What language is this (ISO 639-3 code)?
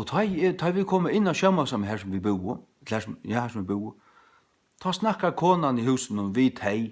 fao